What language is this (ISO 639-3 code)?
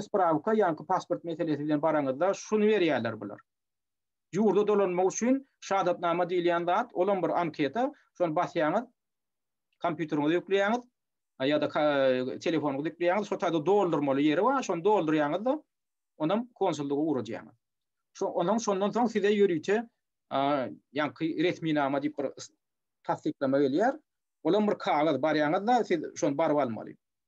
tuk